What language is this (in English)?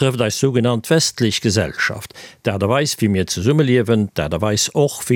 Luxembourgish